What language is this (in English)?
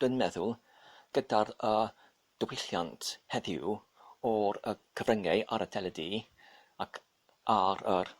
Welsh